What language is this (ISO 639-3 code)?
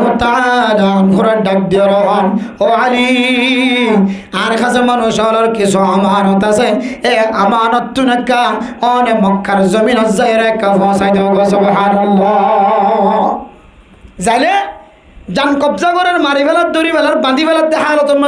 rhg